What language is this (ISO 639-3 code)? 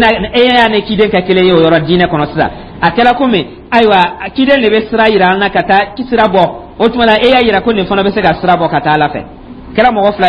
dyu